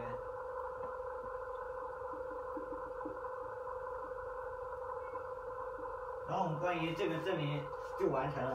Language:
Chinese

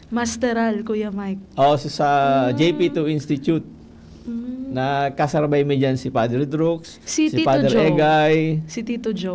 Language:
Bikol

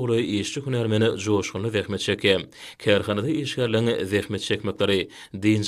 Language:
Turkmen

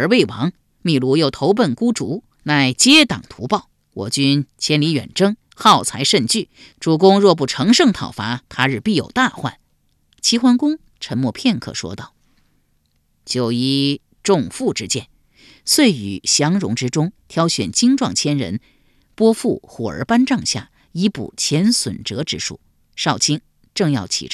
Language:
Chinese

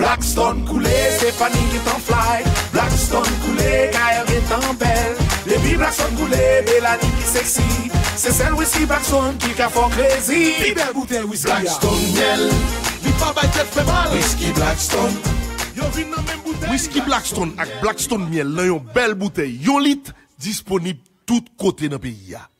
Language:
Haitian Creole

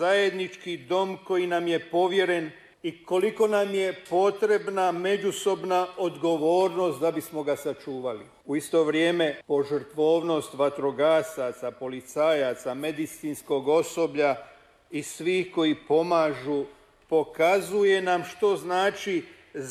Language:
Croatian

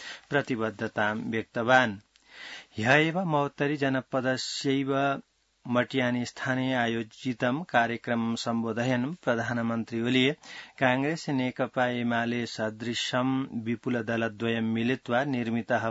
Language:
Sanskrit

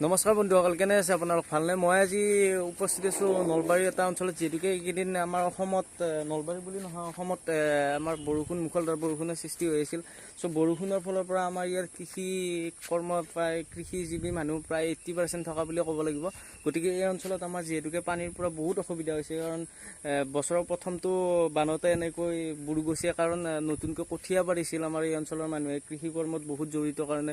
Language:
Assamese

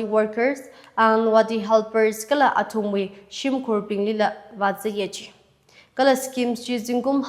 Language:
Tangkhul Naga (India)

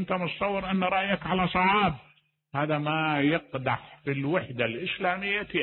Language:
Mesopotamian Arabic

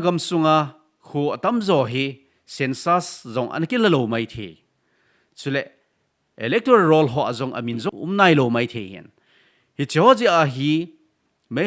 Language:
Thado Chin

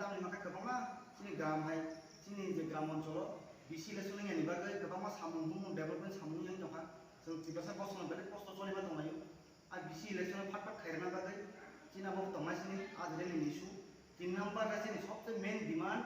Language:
Kok Borok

